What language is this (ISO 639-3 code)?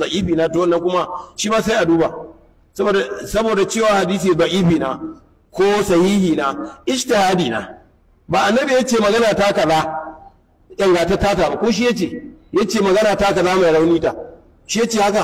hau